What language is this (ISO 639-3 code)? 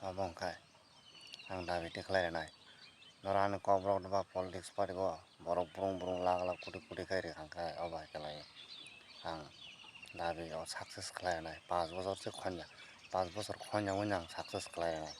trp